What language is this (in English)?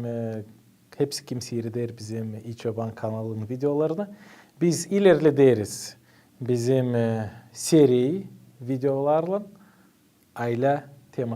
Gagauz